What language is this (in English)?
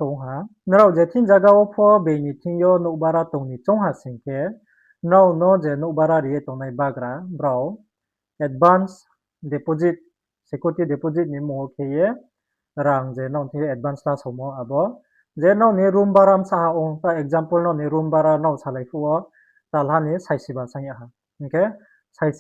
Riang (India)